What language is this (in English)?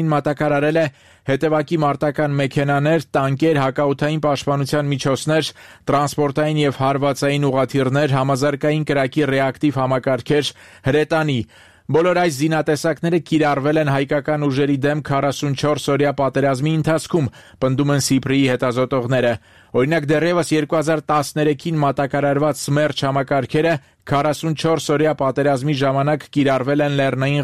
Armenian